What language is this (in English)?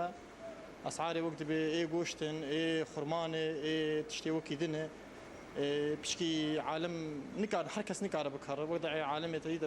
Kurdish